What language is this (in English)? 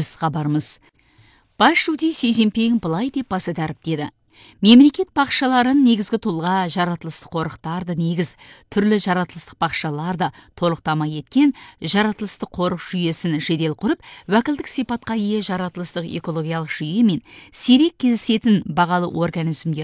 Kazakh